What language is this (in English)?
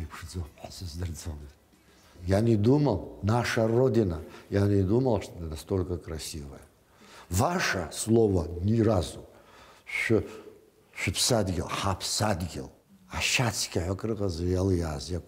Abkhazian